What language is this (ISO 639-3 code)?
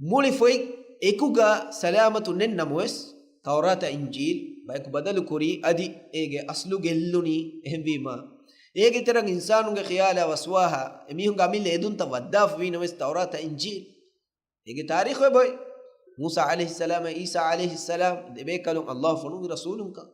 div